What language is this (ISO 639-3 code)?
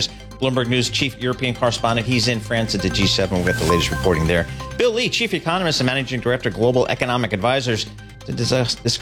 eng